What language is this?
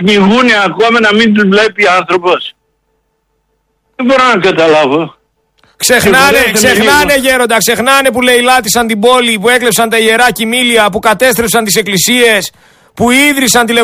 Greek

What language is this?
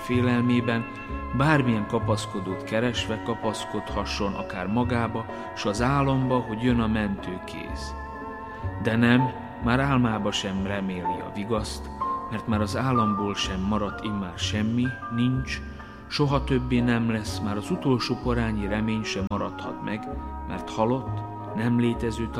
Hungarian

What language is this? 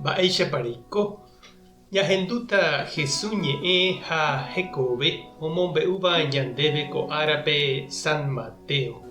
Guarani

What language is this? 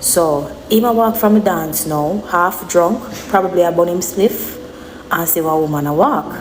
Jamaican Creole English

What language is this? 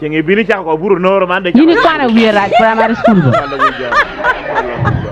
Acoli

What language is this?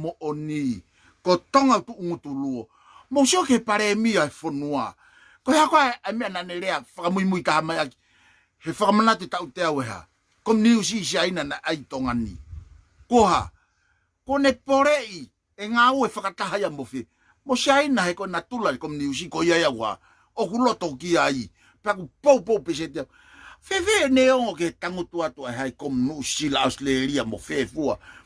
Tongan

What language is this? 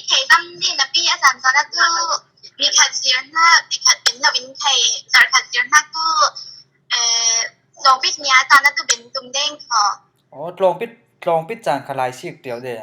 Falam Chin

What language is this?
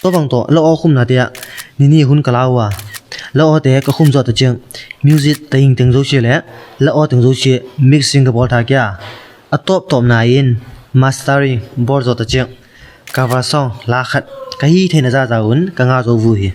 Tedim Chin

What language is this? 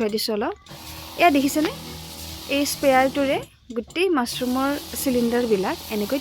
Assamese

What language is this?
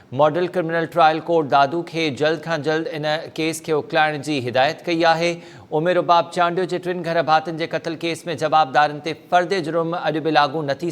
Sindhi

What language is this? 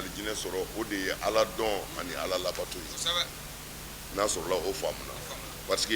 Bambara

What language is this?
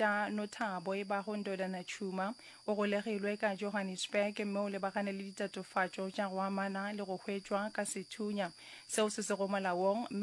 Northern Sotho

